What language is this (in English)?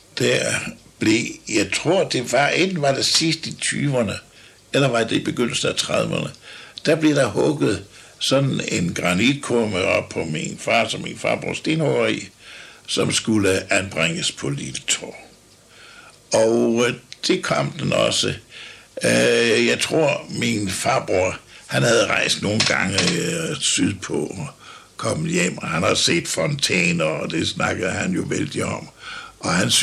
Danish